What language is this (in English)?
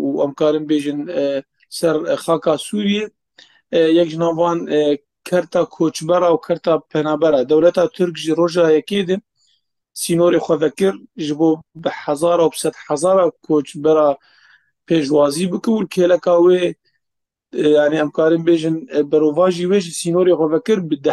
Kurdish